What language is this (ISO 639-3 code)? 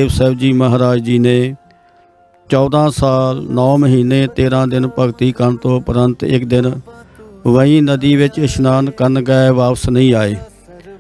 pan